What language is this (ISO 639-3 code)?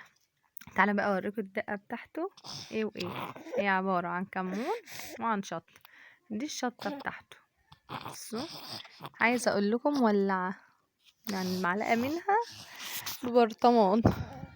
arz